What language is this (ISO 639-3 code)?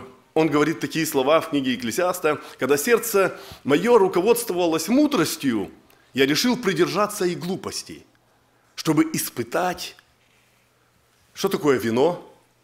rus